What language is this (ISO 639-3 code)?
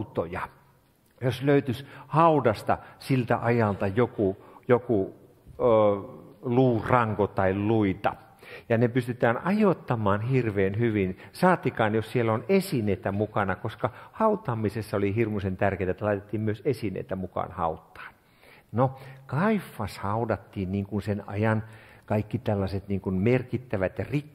fin